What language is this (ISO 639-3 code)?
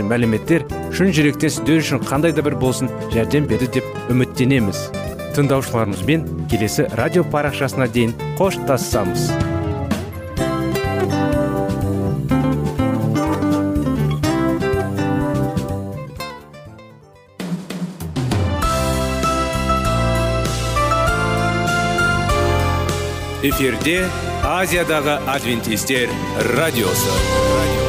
kaz